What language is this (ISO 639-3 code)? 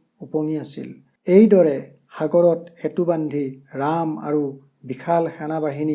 asm